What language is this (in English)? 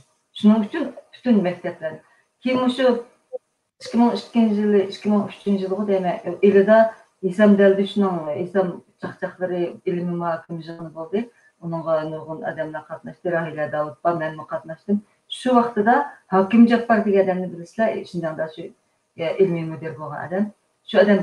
Uyghur